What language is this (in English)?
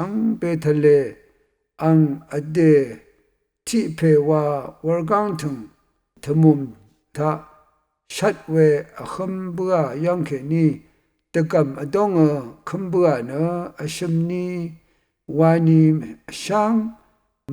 Rawang